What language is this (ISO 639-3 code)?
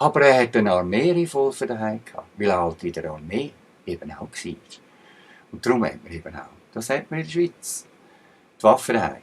gsw